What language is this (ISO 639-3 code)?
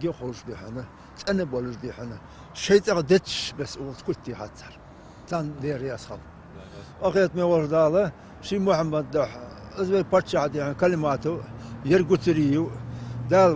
inh